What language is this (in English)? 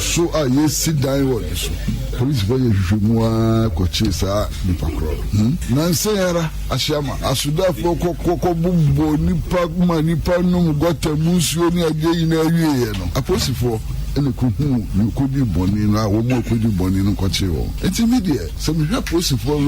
Akan